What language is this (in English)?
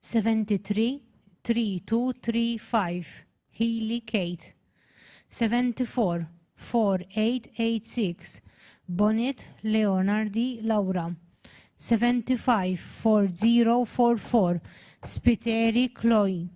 English